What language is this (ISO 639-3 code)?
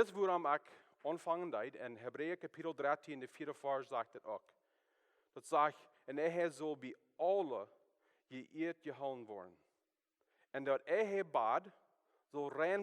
pdt